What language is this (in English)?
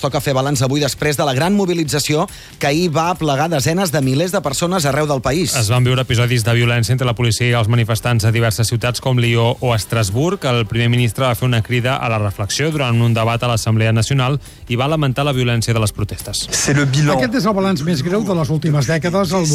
Catalan